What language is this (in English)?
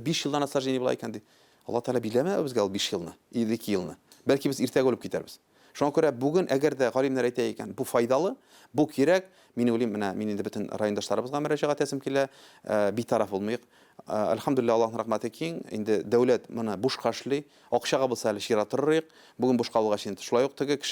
Tatar